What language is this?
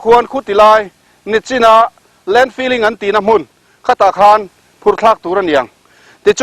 Mizo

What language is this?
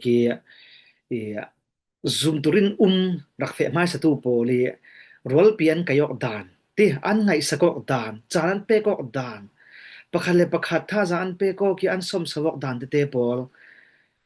Falam Chin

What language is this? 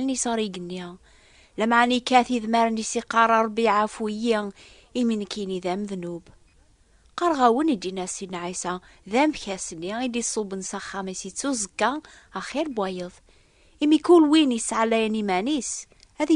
Kabyle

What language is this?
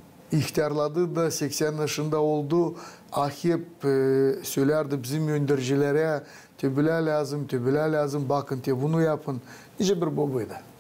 Gagauz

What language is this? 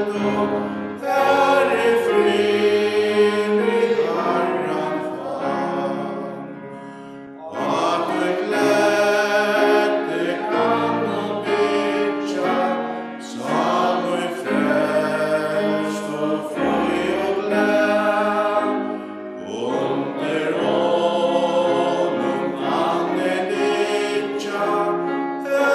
Faroese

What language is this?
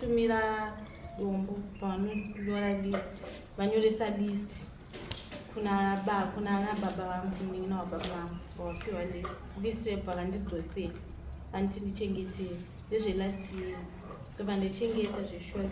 Shona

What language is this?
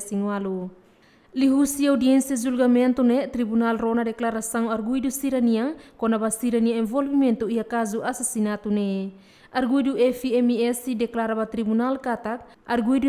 Tetum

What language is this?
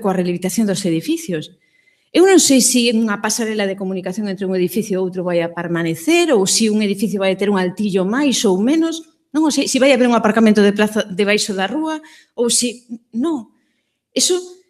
Galician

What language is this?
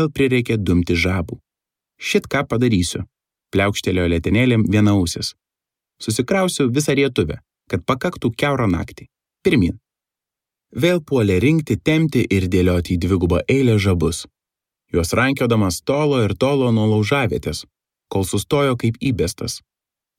Lithuanian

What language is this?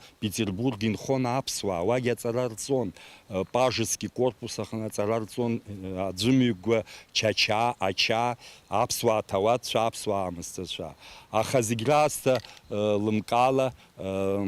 Abkhazian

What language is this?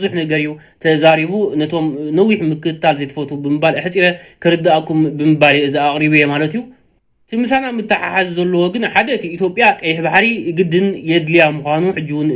Tigrinya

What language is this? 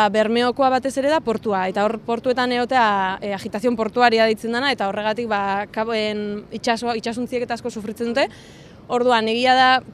Basque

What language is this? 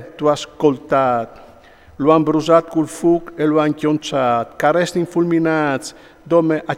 Friulian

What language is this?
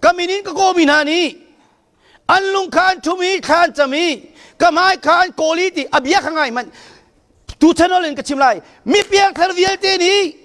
Hakha Chin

